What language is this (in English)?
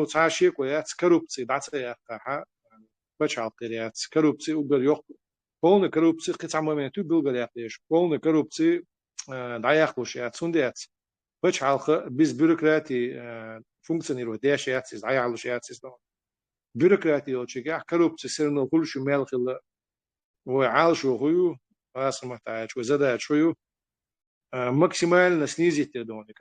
Chechen